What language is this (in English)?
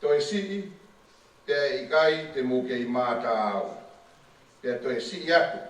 Tongan